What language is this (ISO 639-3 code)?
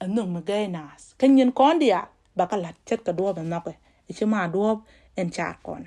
nus